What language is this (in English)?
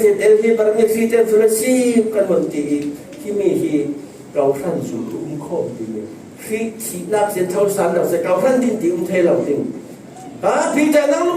Falam Chin